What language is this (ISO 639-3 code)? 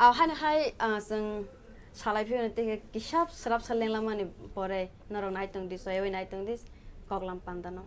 trp